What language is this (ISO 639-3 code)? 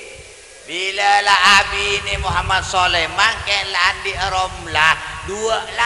mad